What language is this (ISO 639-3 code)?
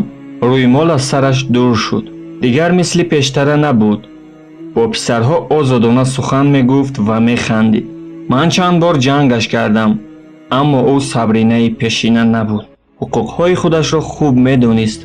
tgk